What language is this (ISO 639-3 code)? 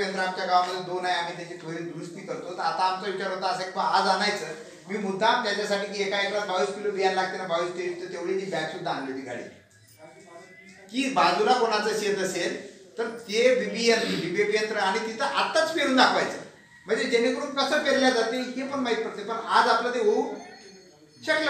mar